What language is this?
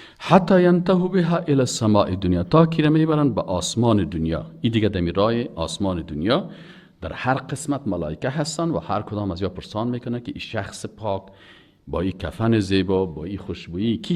Persian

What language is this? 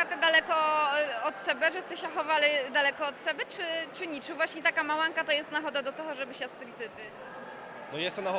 Rusyn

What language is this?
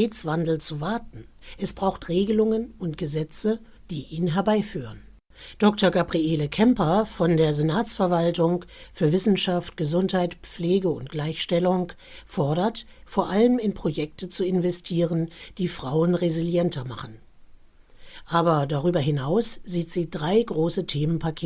German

